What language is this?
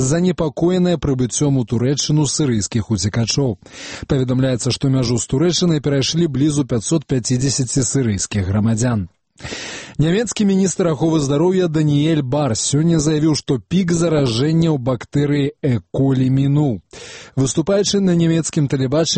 Belarusian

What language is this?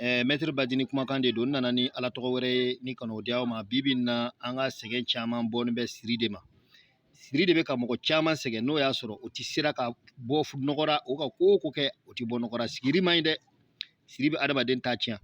Bambara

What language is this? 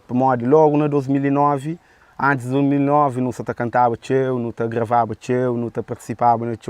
Kabuverdianu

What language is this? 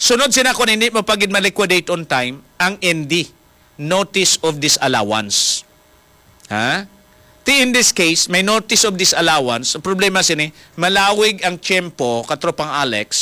Hiligaynon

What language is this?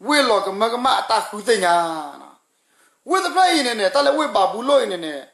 S'gaw Karen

